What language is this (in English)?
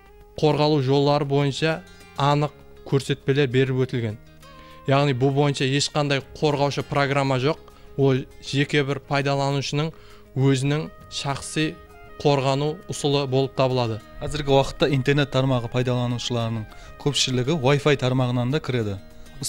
Kara-Kalpak